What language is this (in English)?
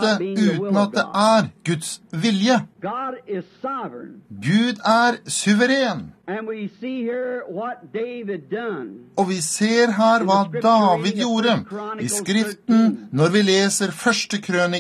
Norwegian